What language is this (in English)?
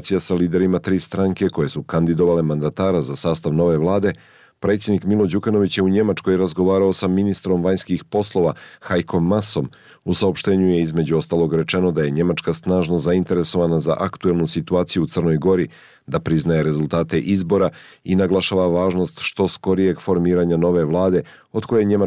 Serbian